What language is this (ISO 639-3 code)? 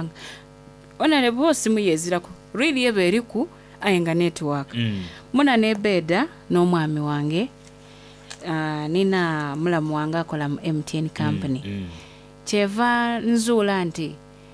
xog